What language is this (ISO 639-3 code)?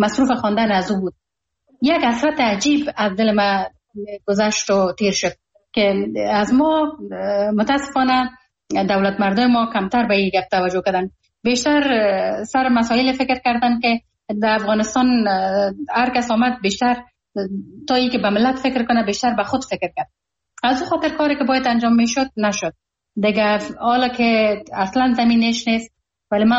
fas